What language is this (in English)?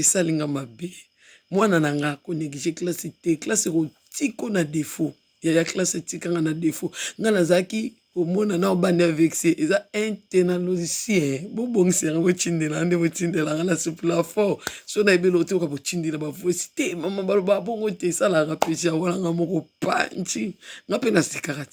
Lingala